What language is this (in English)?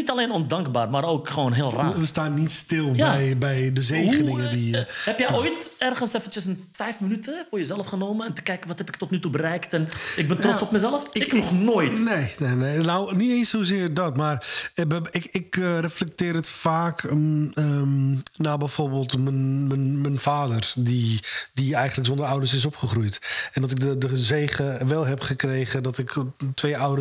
Dutch